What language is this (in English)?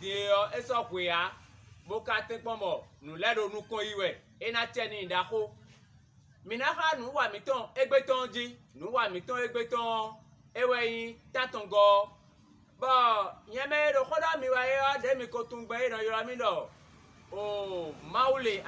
Fon